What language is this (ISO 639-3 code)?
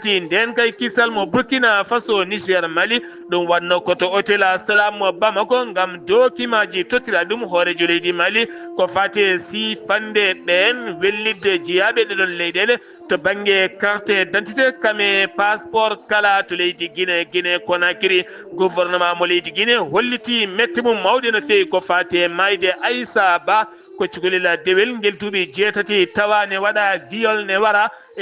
ful